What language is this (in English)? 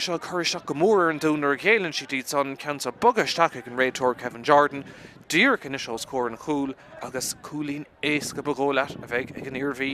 Irish